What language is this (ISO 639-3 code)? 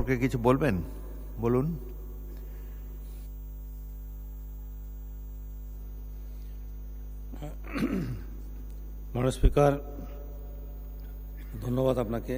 ben